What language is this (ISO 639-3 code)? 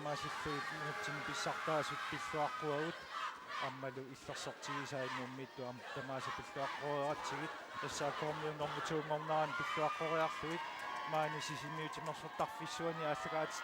kal